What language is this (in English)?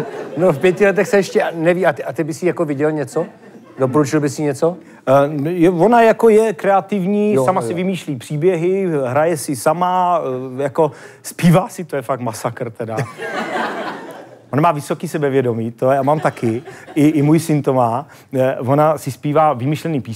Czech